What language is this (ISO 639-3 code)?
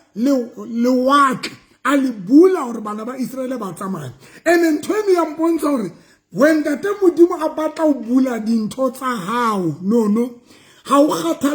sot